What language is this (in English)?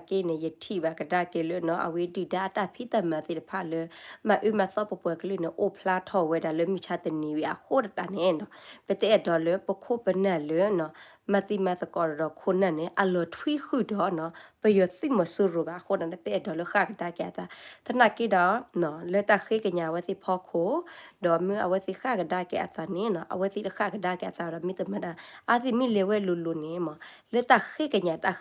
S'gaw Karen